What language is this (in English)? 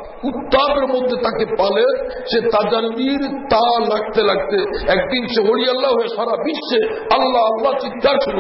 Bangla